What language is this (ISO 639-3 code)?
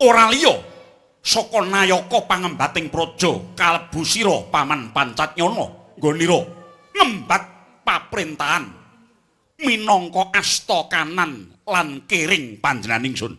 jav